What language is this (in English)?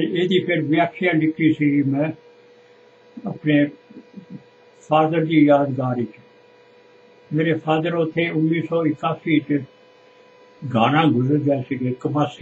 Punjabi